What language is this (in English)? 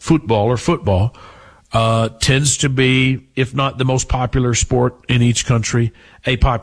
English